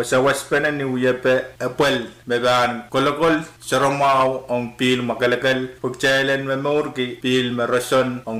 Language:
Pohnpeian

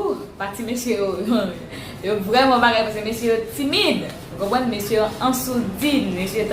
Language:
Haitian Creole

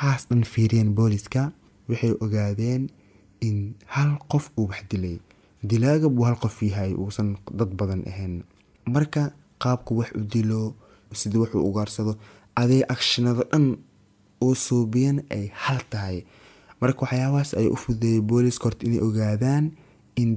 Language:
Somali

